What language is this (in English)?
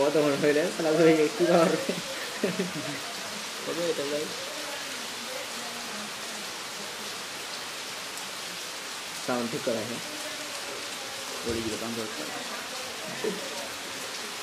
Bangla